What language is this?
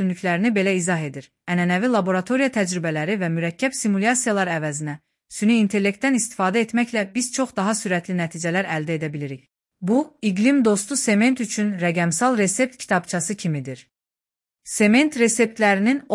Azerbaijani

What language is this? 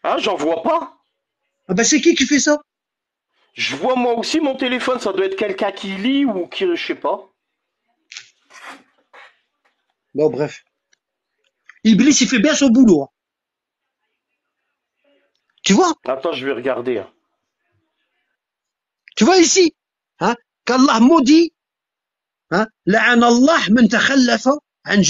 French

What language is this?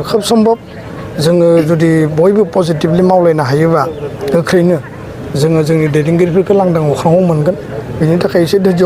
Bodo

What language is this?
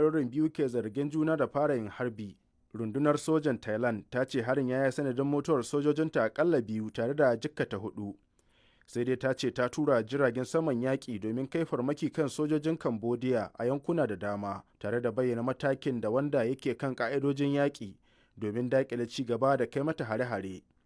Hausa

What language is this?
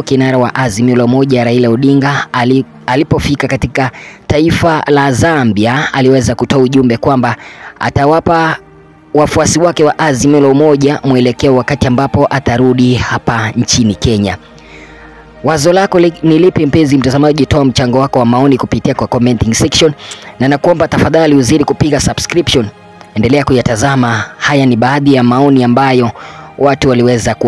Swahili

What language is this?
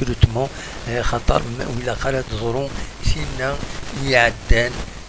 Kabyle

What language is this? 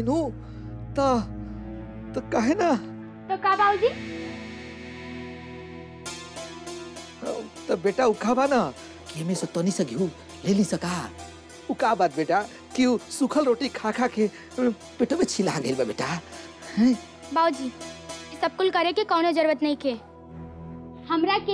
Bhojpuri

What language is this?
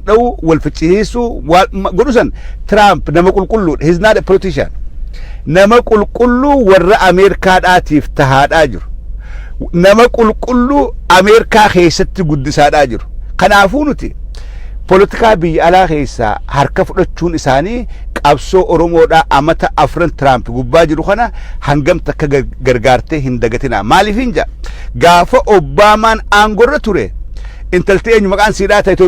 Oromo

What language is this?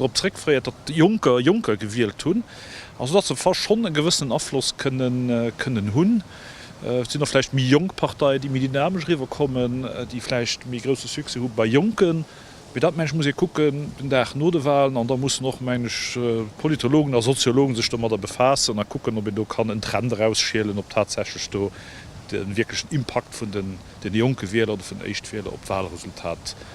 Luxembourgish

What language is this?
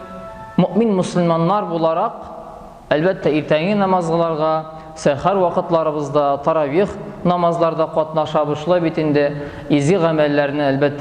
Tatar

